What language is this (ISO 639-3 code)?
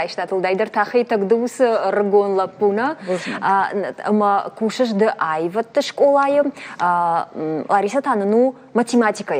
oss